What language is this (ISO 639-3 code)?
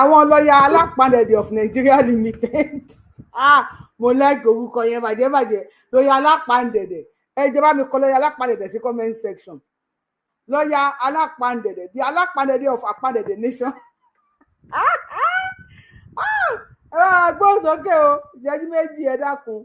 yor